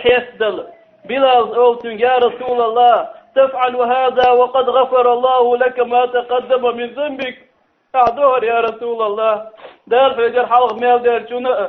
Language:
Chechen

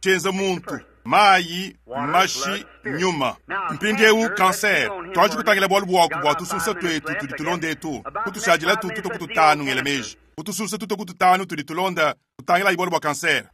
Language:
Luba-Lulua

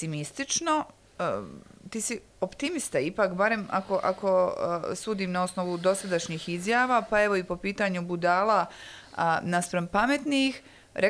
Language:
Bosnian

